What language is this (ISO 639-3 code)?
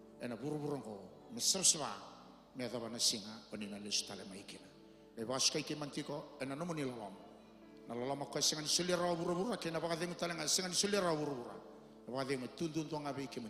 fij